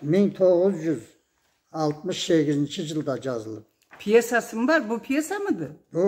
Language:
Karachay-Balkar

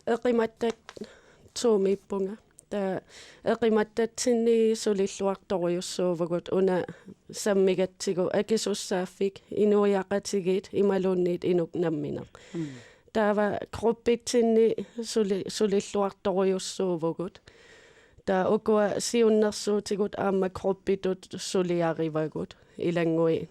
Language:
Kalaallisut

